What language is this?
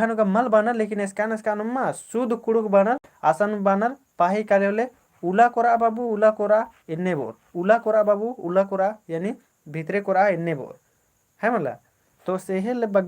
Kurukh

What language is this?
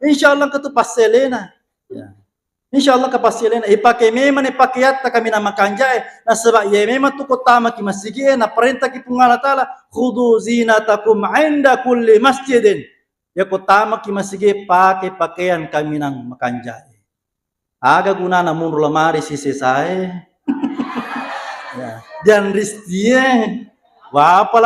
Buginese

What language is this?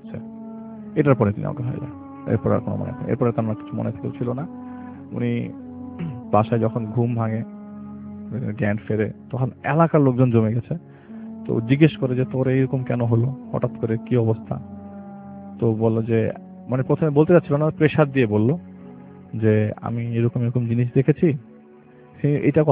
Bangla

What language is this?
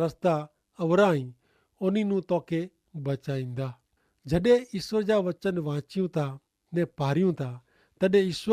Kachhi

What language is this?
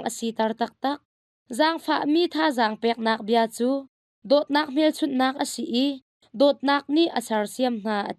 Hakha Chin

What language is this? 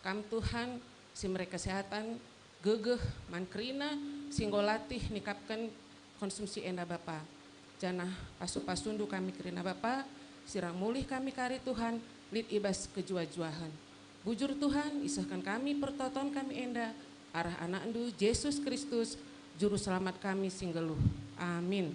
Batak Karo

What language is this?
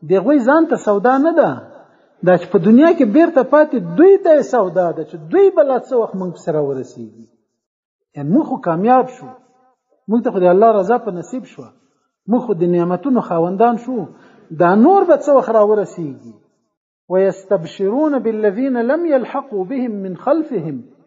Pashto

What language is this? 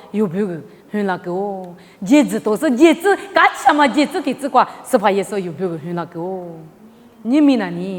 Lisu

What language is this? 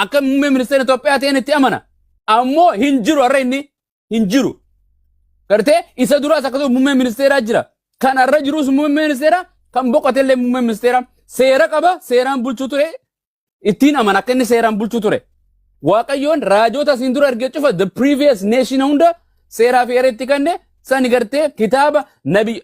Oromo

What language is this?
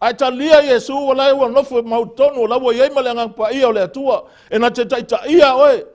Samoan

